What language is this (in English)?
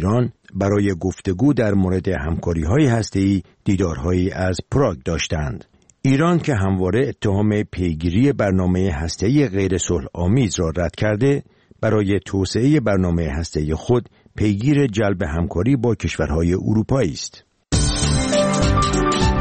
Persian